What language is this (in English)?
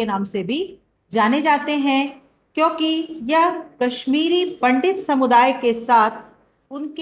Hindi